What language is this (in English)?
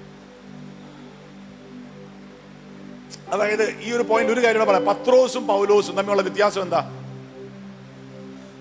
Malayalam